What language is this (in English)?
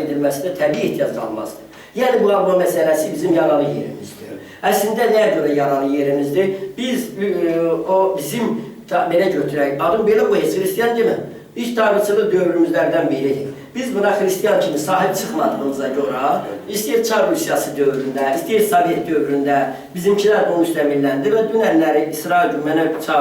Azerbaijani